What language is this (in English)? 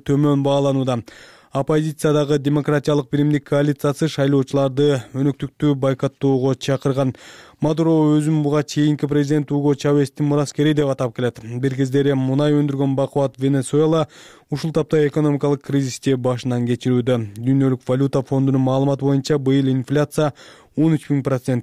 Kyrgyz